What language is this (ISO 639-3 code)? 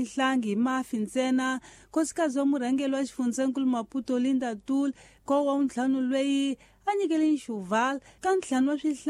tso